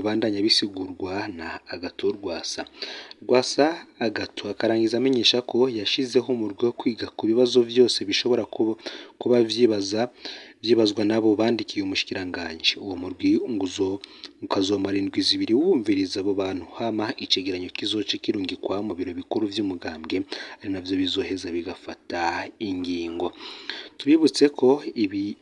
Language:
Rundi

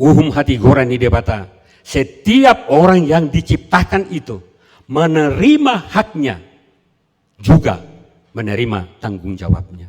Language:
Batak Toba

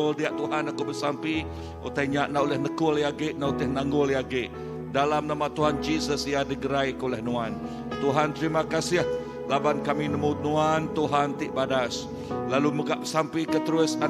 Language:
Iban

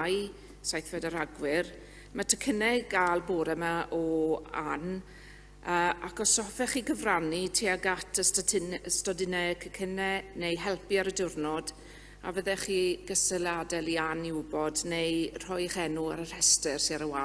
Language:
Welsh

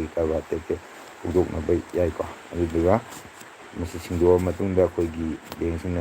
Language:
Manipuri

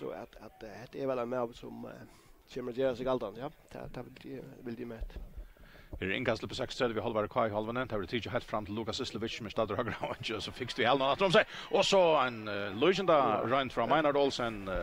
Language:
Faroese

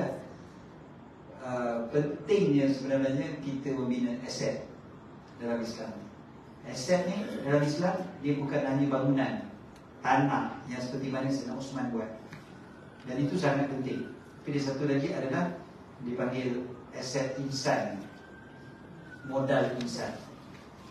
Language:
Malay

